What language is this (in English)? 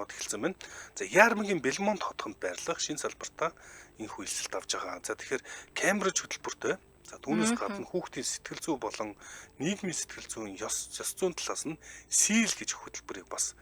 Mongolian